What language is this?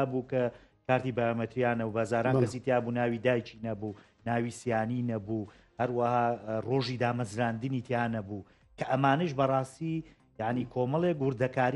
Central Kurdish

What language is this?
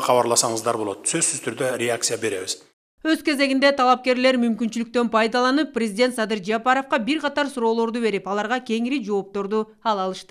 Kyrgyz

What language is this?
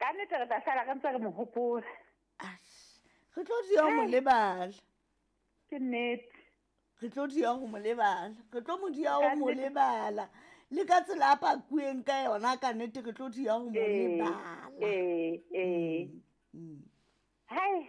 Southern Sotho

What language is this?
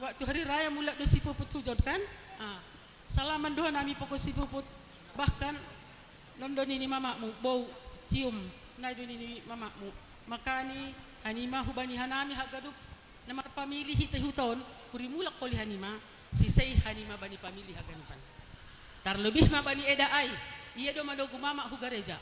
Batak Simalungun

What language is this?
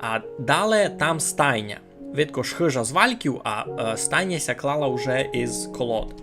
Rusyn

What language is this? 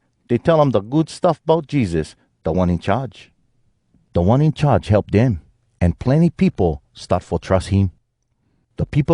Hawai'i Creole English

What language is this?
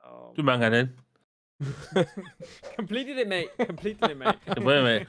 Welsh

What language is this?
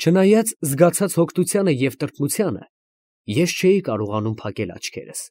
Armenian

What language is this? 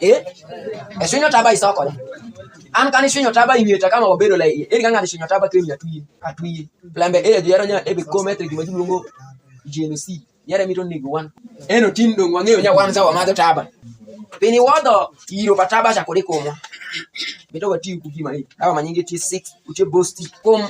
Alur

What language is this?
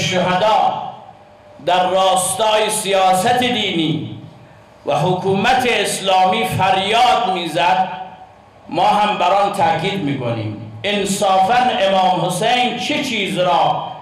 Persian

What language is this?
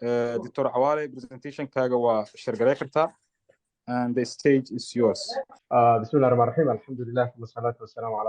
Somali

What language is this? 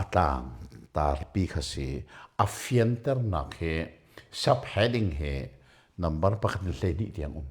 Hakha Chin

